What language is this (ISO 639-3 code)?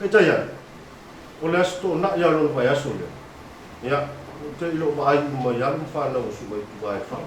smo